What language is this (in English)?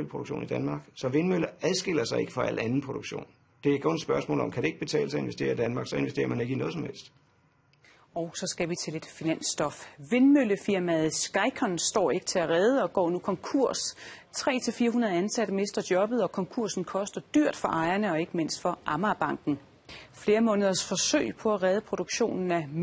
Danish